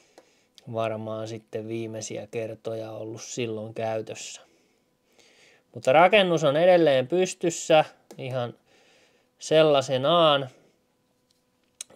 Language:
Finnish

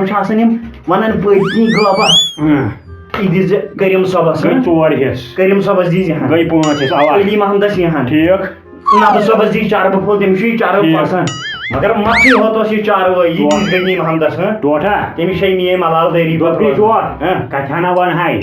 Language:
Kashmiri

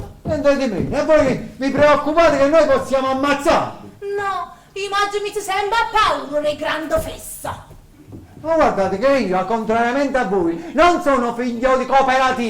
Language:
Neapolitan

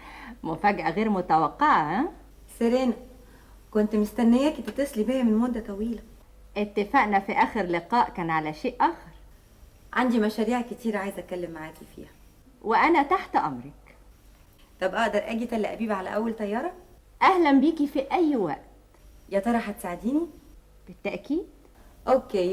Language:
Egyptian Arabic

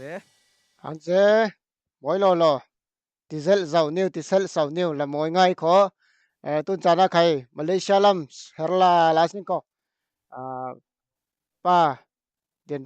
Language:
Falam Chin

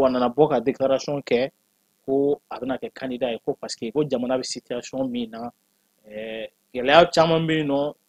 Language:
Bambara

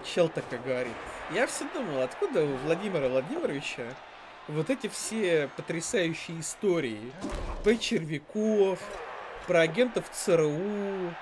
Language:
Russian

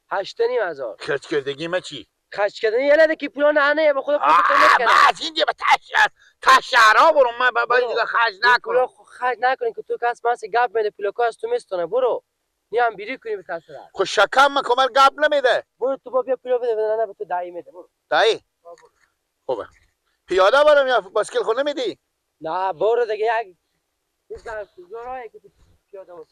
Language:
Persian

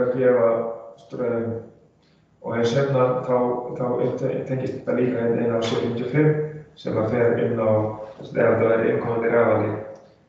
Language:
Icelandic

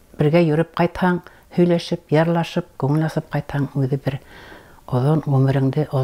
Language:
Bashkir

